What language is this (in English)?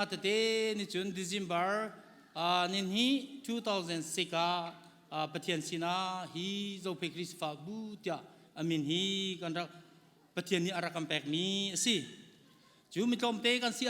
Hakha Chin